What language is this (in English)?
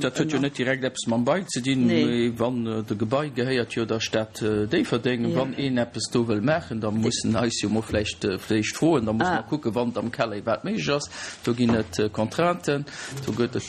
Luxembourgish